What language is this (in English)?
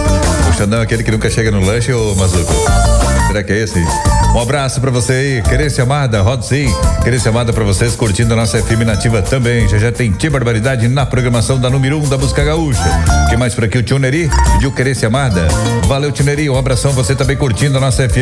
Portuguese